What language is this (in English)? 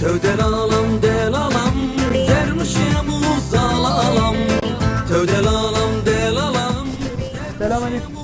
Zaza